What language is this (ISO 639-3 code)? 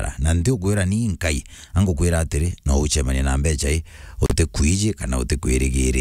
mer